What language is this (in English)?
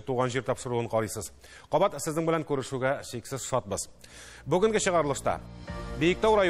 Tatar